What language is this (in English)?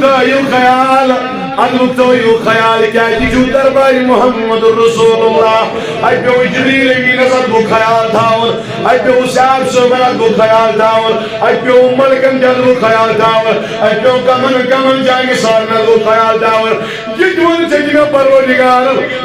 Kashmiri